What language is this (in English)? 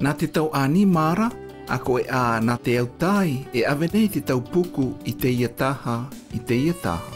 Tahitian